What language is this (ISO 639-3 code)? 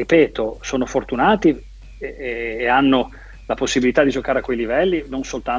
ita